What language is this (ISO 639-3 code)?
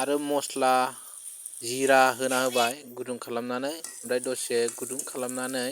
brx